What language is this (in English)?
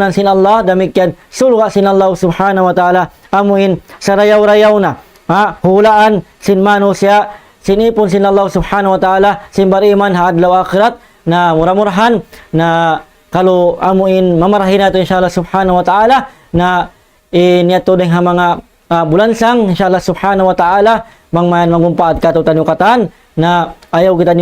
Tausug